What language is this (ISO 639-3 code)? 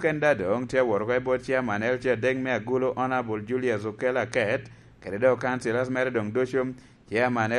laj